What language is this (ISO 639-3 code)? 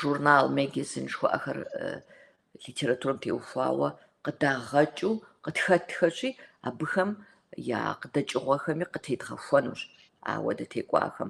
kbd